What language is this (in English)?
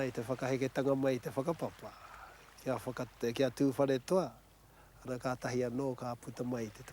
Māori